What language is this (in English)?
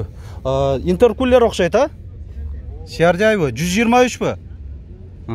Kyrgyz